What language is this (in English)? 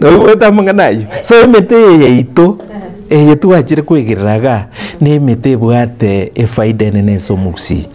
Gusii